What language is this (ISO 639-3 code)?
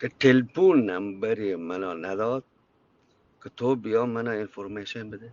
bgp